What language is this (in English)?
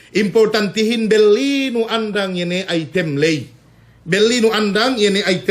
Yakan